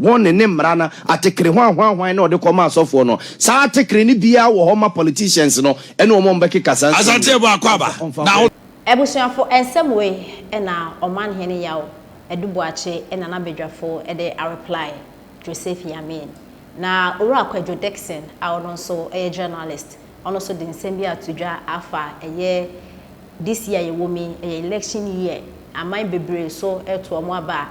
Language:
Akan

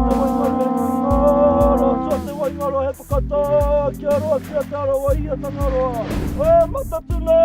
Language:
Māori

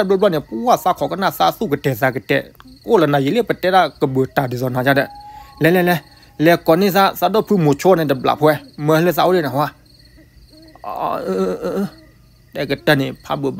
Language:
S'gaw Karen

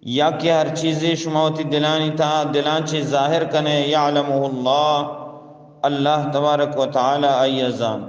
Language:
Eastern Balochi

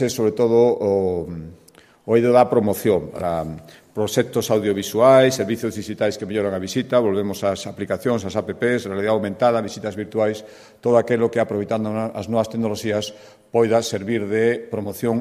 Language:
Galician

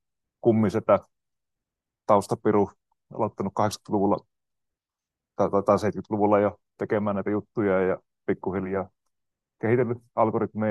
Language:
Finnish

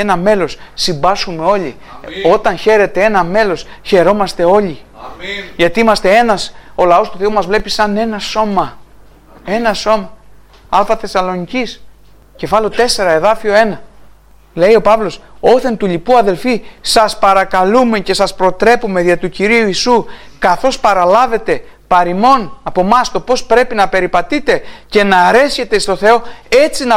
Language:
Greek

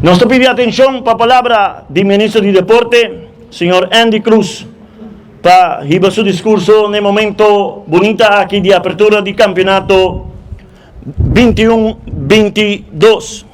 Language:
Papiamento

